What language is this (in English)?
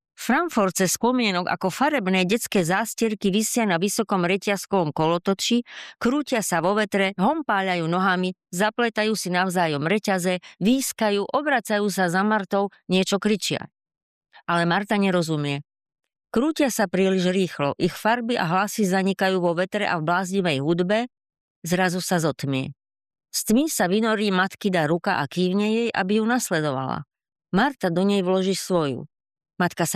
Slovak